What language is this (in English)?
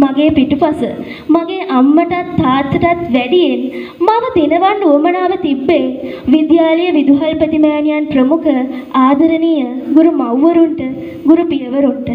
Sinhala